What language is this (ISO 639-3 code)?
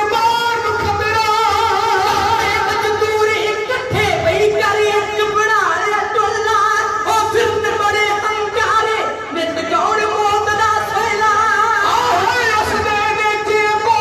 pan